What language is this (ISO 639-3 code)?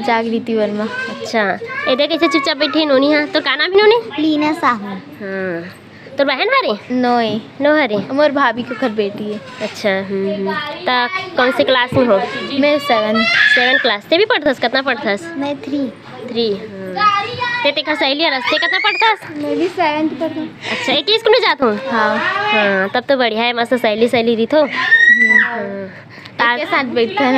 hne